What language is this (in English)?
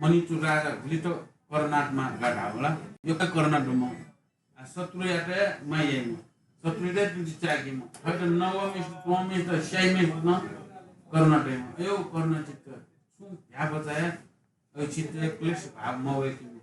Newari